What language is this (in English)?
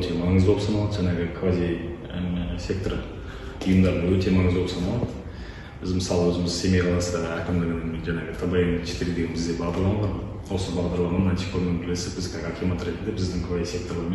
Kazakh